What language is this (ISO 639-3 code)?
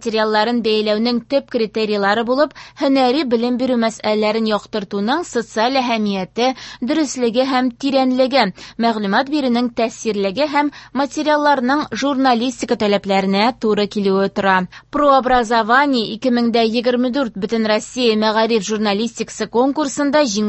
tat